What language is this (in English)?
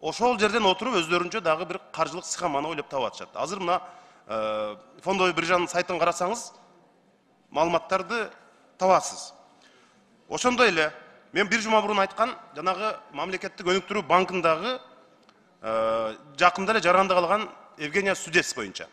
Kyrgyz